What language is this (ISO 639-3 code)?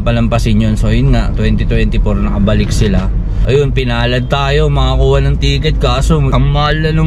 fil